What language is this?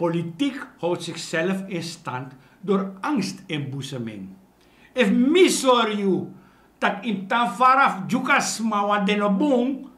Sranan Tongo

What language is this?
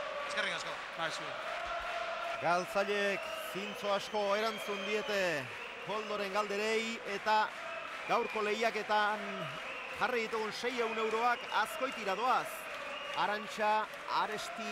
Basque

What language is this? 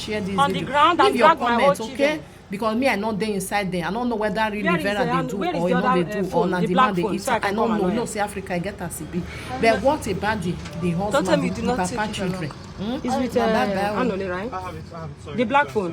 Nigerian Pidgin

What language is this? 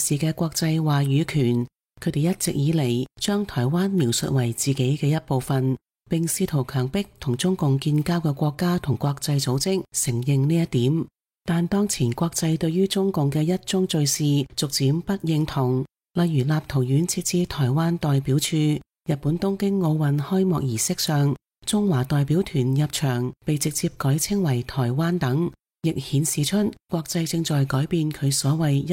Cantonese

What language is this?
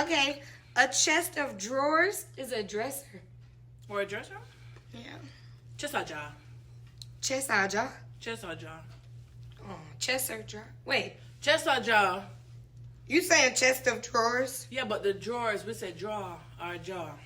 Jamaican Creole English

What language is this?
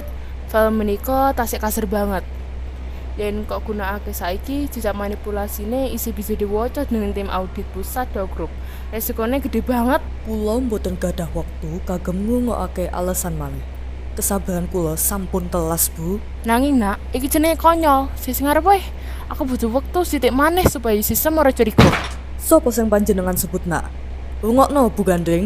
Javanese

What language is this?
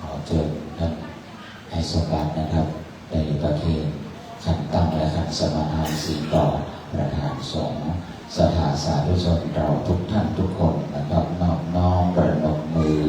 Pali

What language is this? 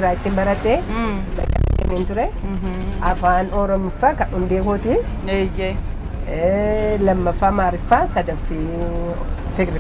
Oromo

